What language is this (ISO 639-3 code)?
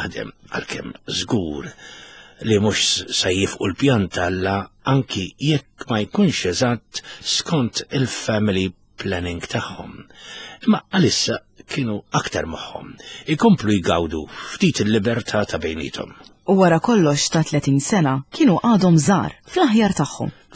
mlt